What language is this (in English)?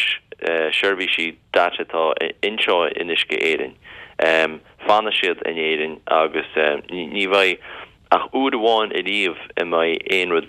Irish